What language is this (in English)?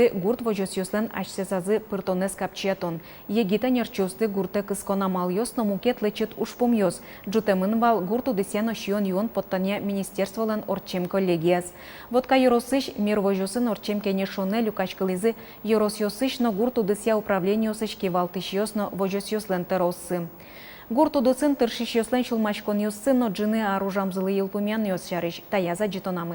Udmurt